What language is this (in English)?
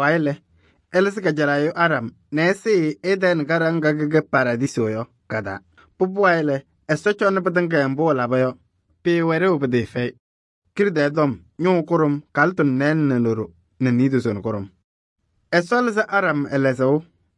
Kabiyè